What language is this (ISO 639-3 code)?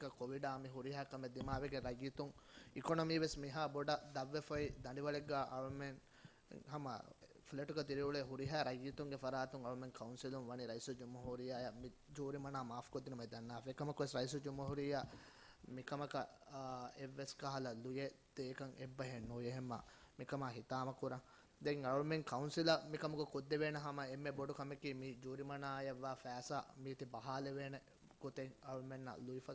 div